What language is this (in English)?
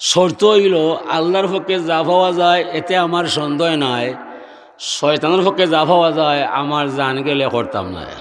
Sylheti